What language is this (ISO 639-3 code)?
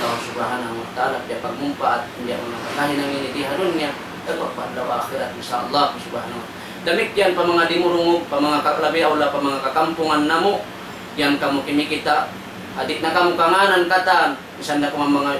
tsg